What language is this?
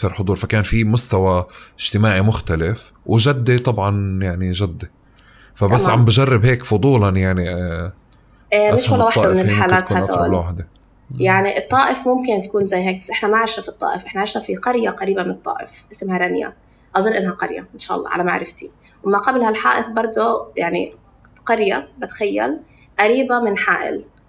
North Levantine Arabic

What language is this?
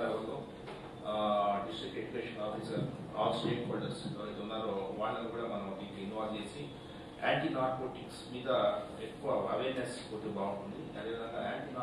Telugu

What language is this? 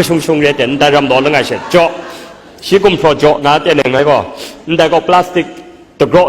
Kachin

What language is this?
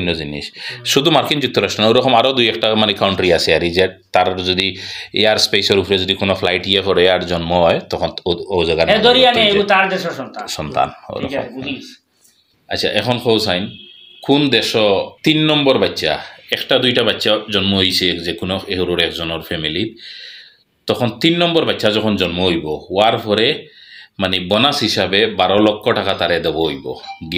Sylheti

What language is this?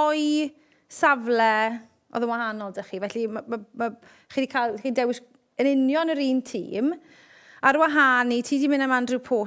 Welsh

